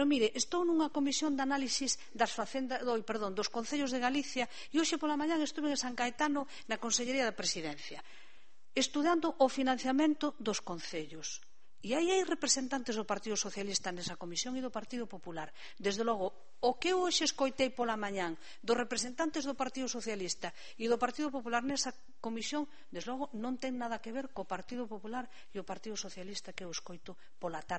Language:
Galician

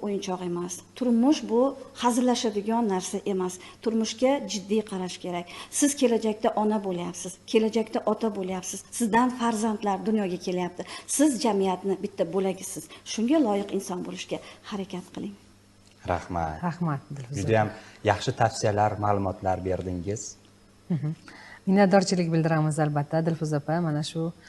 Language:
Uzbek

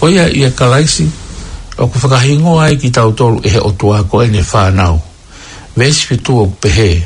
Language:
Tongan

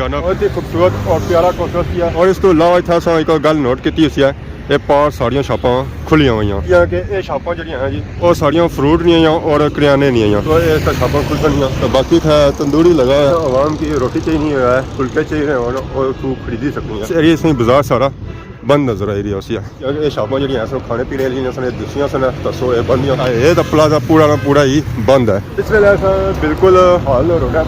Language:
Pahari-Potwari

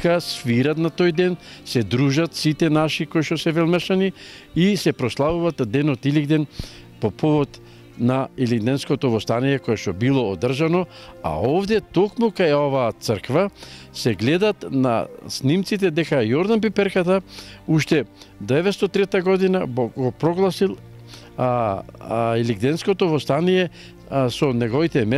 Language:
Macedonian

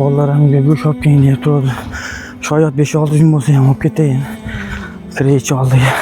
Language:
Uzbek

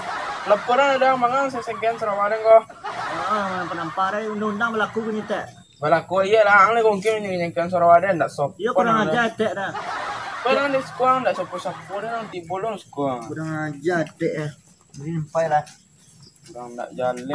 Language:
Minangkabau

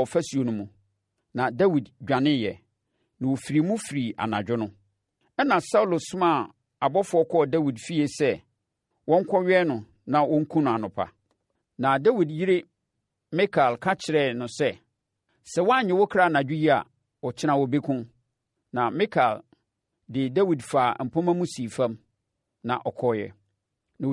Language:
Akan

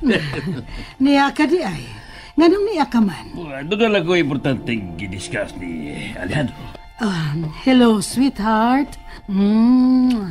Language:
Cebuano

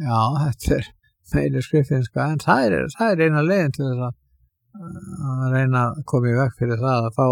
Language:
Icelandic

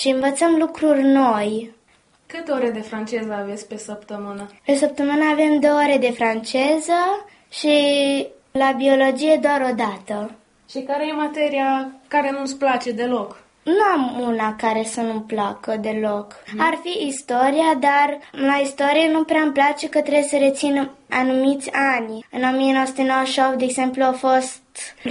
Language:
Romanian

